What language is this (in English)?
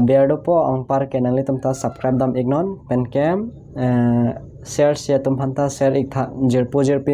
Karbi